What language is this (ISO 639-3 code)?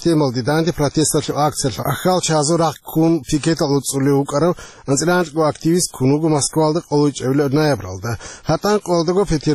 ava